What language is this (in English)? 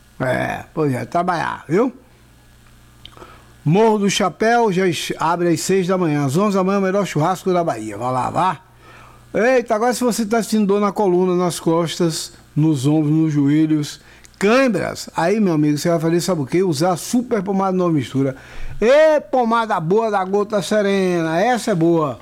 Portuguese